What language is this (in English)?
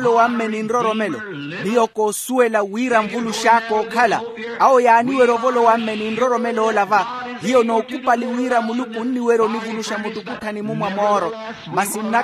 Makhuwa